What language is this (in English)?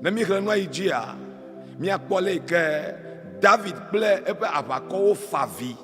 Ewe